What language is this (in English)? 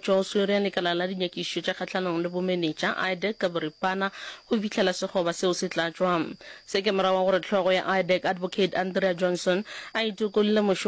Northern Sotho